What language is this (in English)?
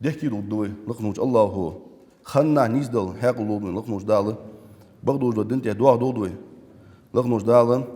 Ingush